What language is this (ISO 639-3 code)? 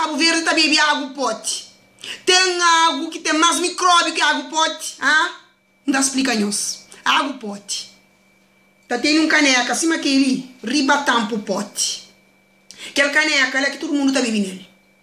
kea